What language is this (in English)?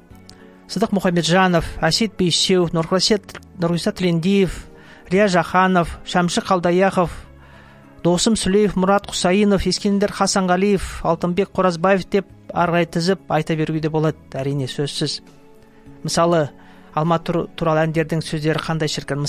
Kazakh